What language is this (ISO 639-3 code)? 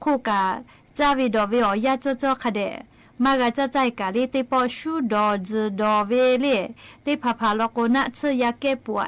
lhu